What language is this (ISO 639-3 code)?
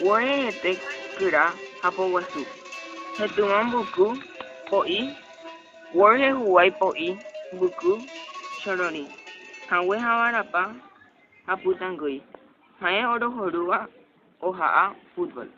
grn